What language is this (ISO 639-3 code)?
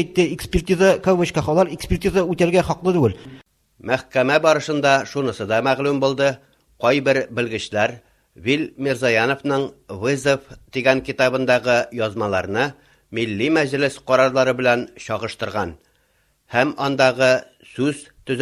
tat